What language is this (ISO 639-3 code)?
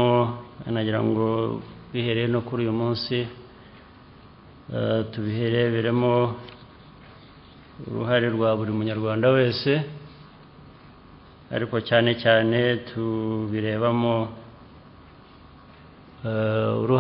kin